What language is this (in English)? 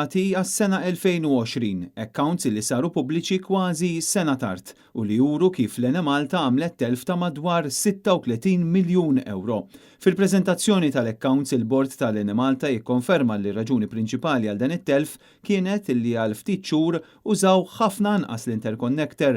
Maltese